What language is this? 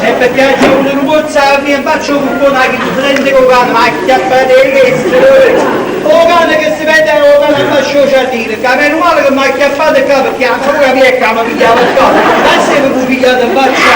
Neapolitan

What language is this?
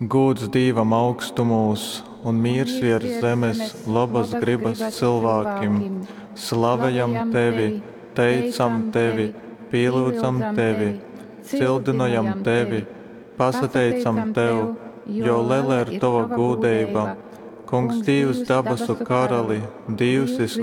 Latgalian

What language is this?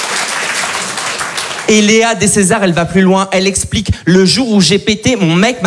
French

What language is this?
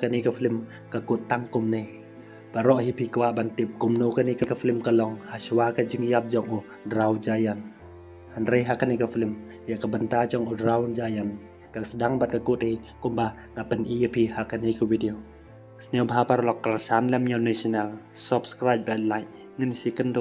Khasi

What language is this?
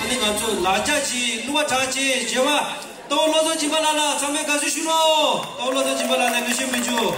Tibetan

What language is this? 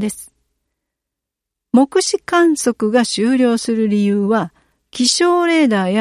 Japanese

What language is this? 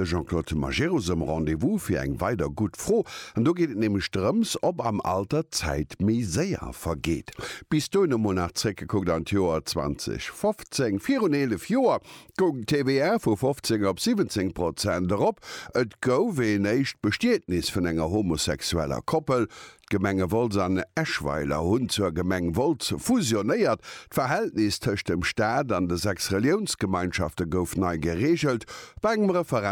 Luxembourgish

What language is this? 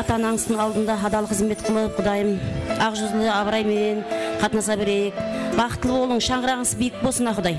Kara-Kalpak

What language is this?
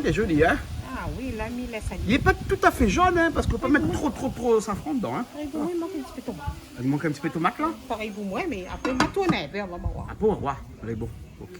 Réunion Creole French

